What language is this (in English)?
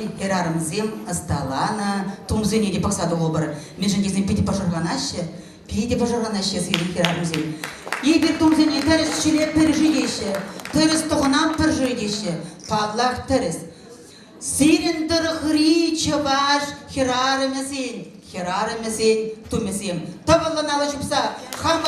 Chuvash